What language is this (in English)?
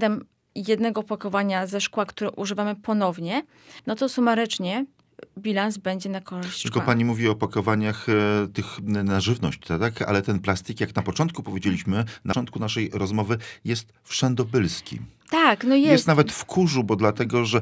Polish